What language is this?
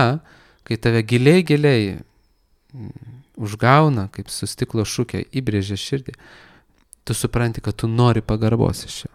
Lithuanian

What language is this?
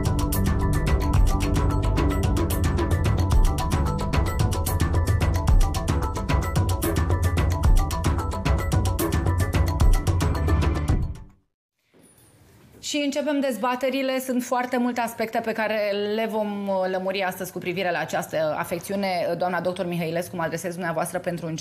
Romanian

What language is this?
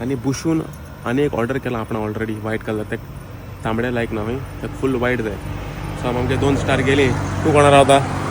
Konkani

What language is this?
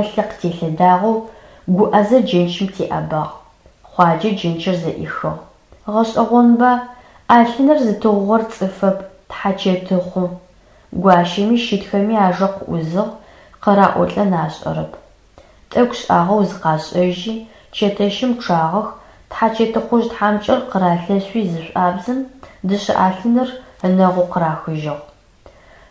Adyghe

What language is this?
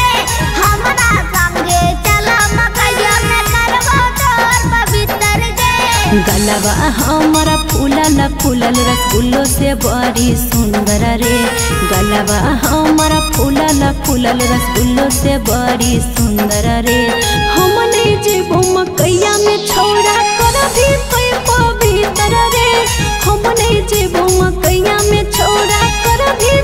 Bhojpuri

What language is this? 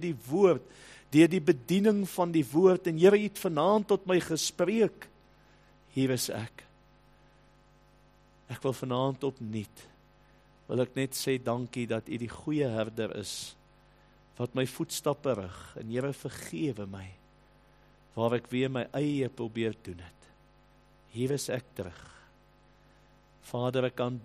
Afrikaans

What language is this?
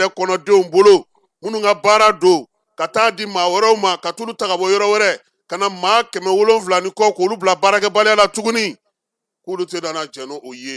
Bambara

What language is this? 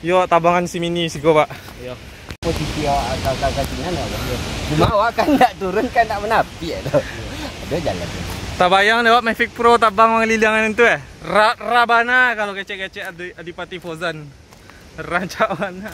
Minangkabau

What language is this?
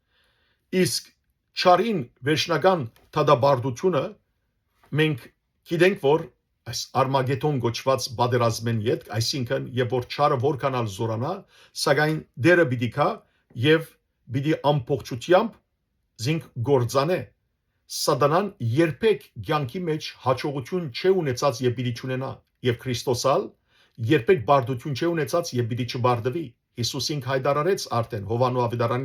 Western Armenian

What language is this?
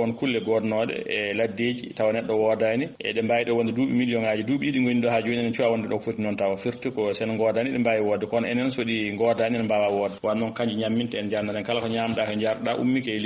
Fula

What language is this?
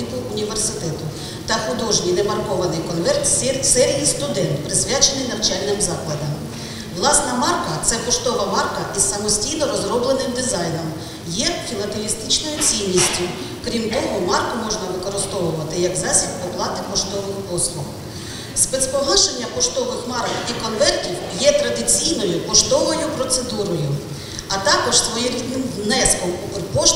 Ukrainian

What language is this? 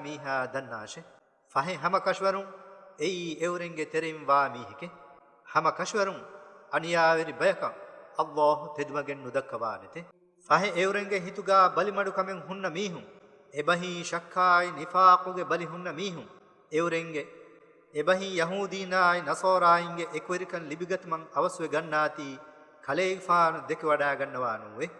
Divehi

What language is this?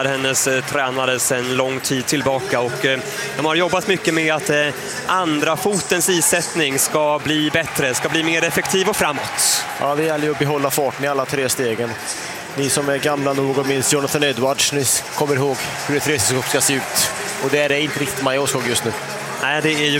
Swedish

